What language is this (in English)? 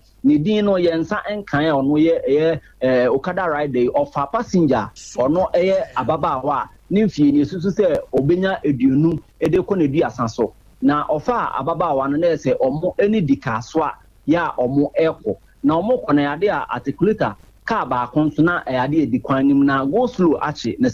Akan